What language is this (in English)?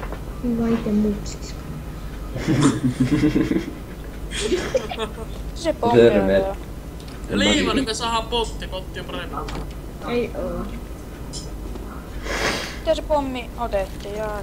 Finnish